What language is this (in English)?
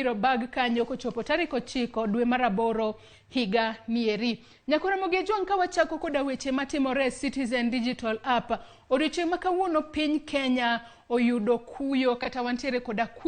Luo (Kenya and Tanzania)